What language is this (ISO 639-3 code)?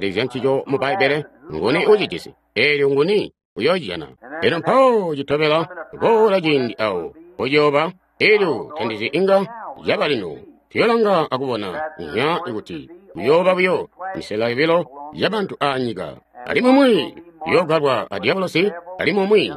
toi